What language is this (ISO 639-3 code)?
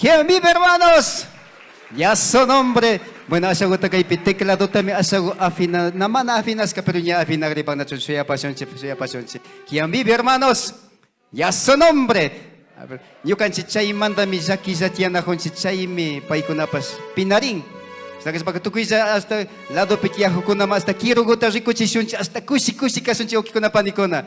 qvi